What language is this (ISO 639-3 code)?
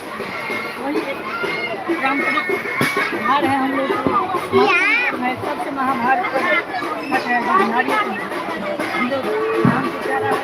mai